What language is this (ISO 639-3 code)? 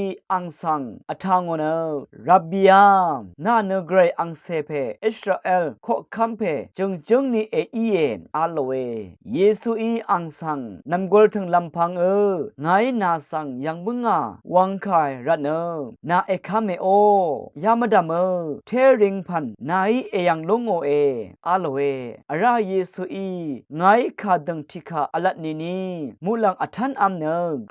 raw